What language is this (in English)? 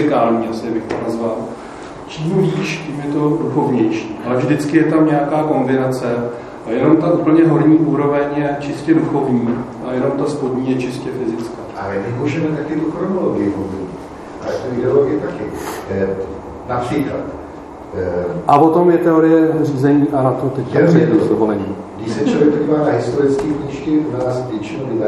Czech